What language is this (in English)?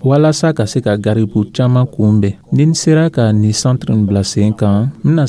Dyula